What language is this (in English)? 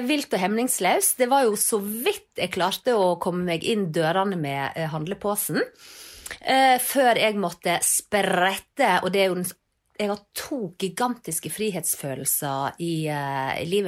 Norwegian